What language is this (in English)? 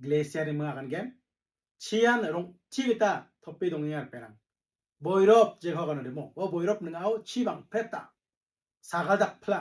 Garo